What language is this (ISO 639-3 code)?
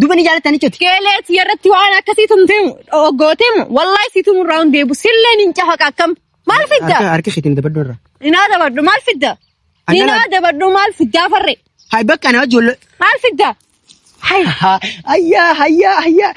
orm